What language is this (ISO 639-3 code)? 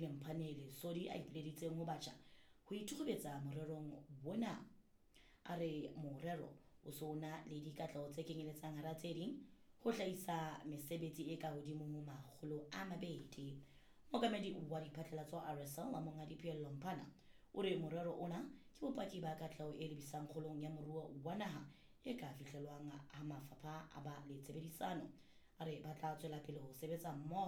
sot